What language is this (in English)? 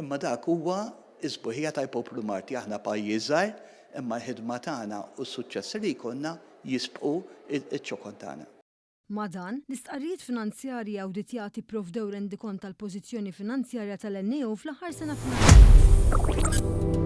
Maltese